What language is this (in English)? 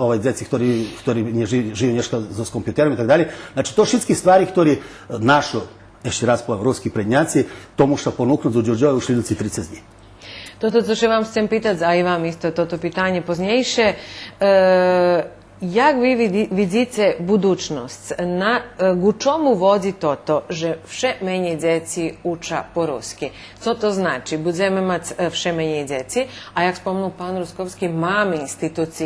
Rusyn